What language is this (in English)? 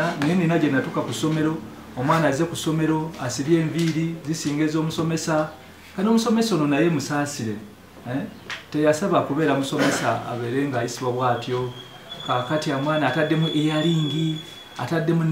Ganda